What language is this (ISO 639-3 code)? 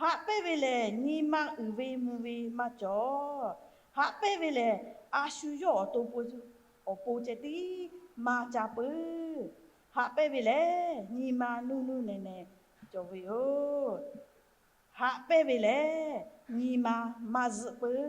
lhu